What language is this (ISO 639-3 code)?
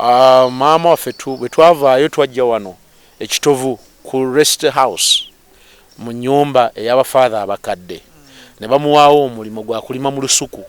lug